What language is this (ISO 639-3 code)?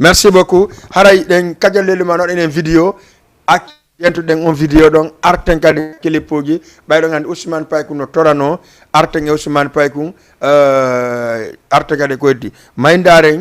ful